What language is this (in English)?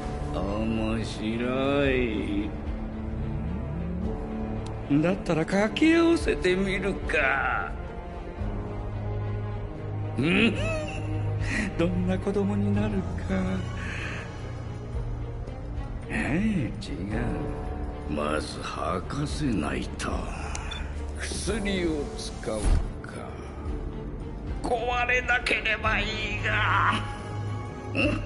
Japanese